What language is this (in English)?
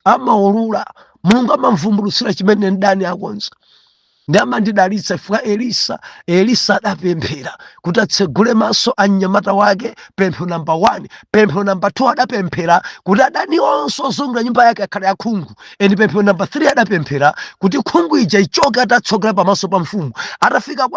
Nyanja